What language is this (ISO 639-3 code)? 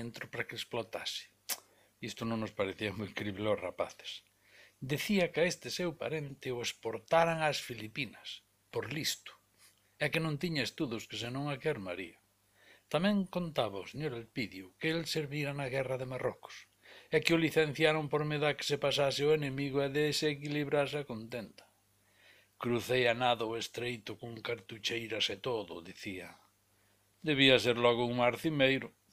glg